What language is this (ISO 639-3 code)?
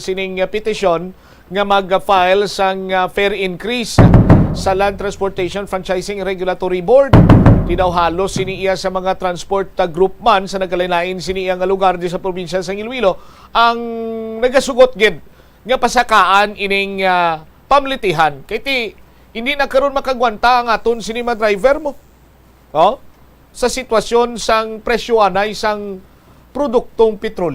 hil